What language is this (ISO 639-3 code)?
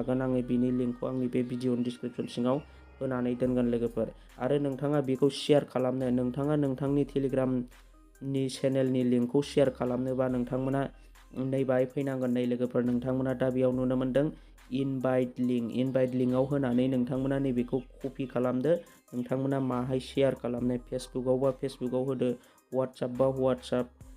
brx